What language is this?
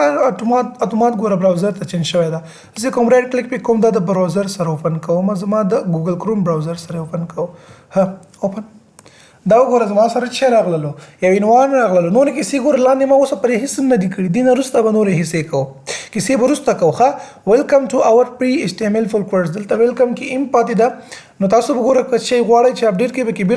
Pashto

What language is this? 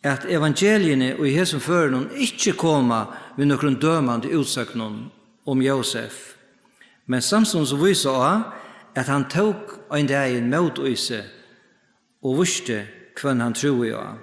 Faroese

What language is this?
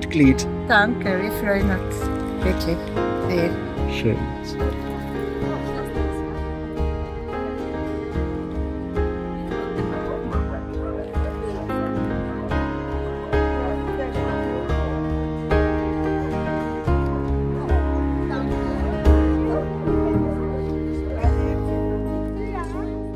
German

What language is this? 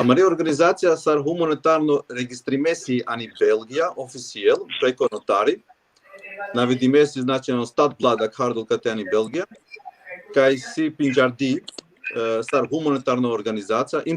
Balkan Romani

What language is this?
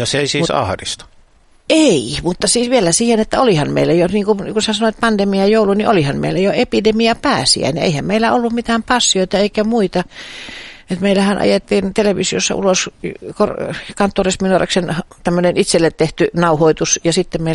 Finnish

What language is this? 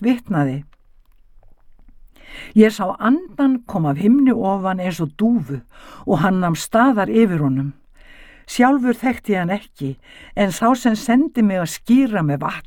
Icelandic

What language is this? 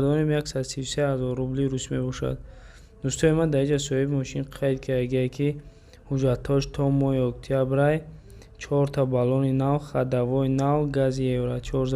Tajik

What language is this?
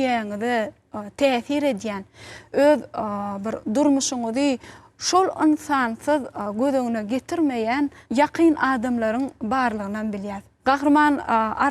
Turkmen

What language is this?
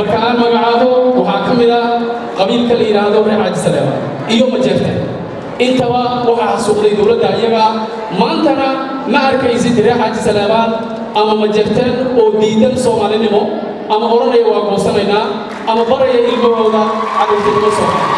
Somali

